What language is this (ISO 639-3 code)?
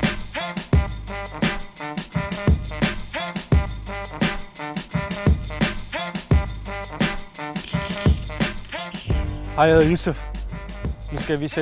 dan